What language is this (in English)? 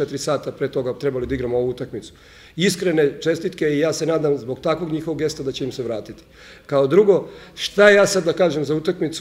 Serbian